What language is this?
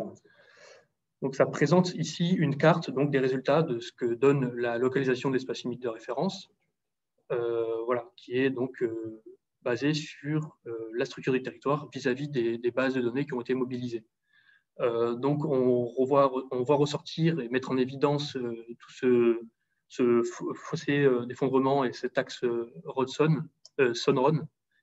French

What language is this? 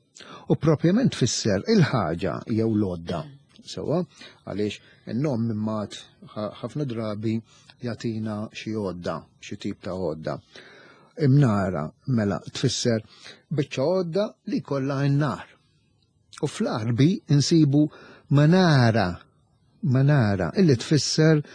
Maltese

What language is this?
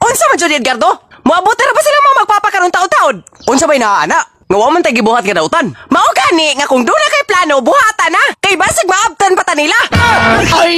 Cebuano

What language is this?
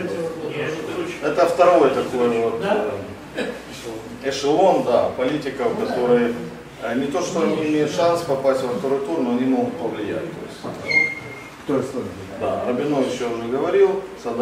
Russian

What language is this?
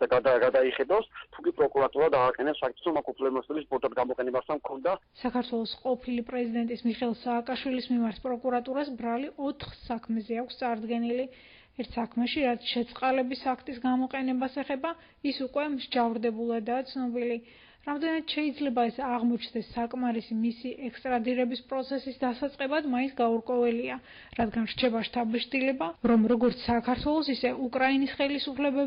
Georgian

